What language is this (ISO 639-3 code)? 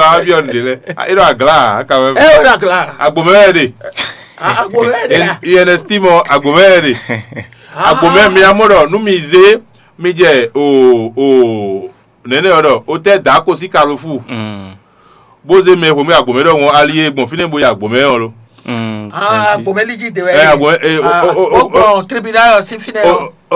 fon